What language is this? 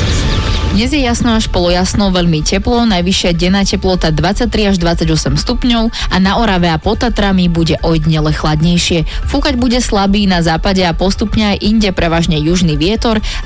Slovak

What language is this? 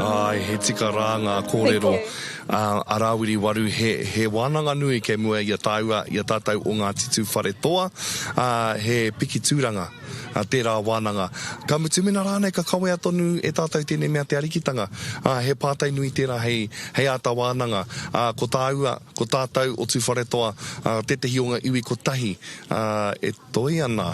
Māori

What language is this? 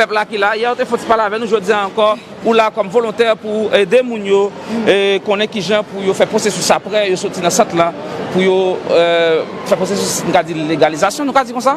Haitian Creole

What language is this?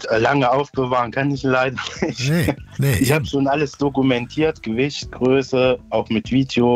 German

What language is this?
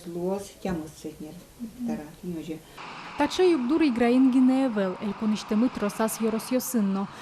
Udmurt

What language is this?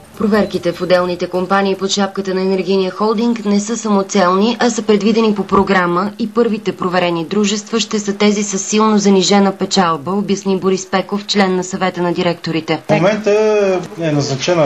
Bulgarian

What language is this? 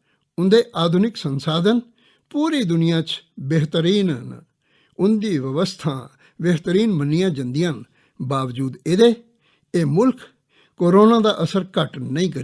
Dogri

